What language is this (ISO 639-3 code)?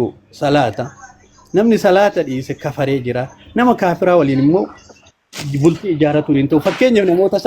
orm